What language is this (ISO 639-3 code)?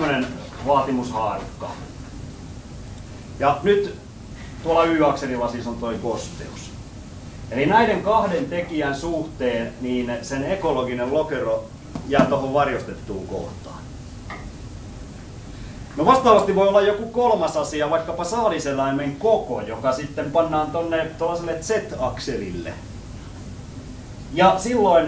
fin